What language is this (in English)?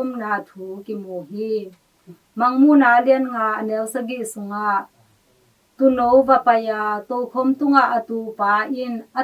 Tedim Chin